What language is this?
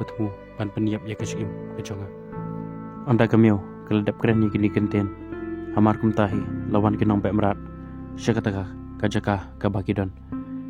Khasi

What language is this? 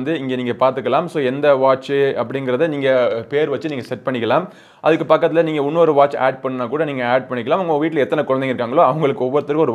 Tamil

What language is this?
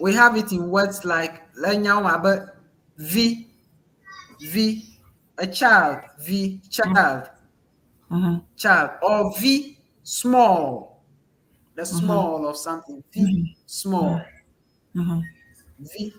Ewe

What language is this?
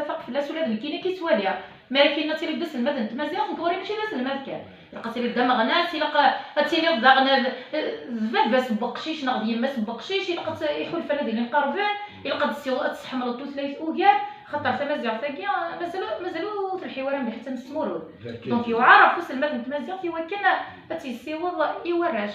Kabyle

